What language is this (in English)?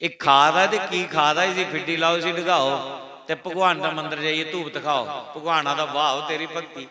Dogri